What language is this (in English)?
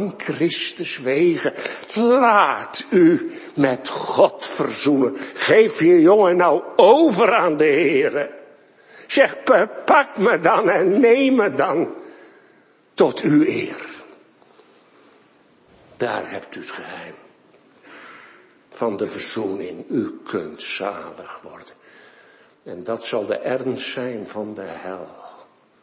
Dutch